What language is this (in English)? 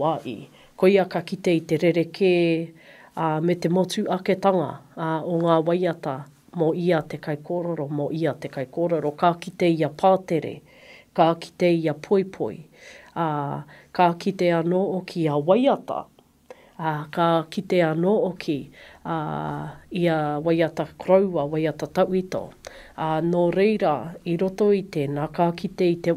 Māori